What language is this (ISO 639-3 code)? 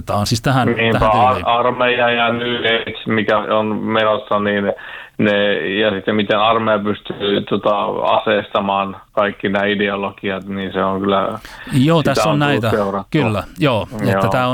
fin